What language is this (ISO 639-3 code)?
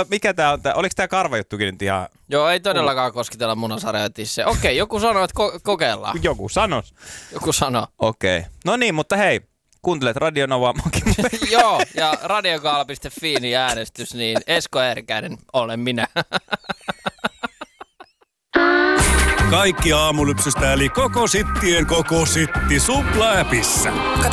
fin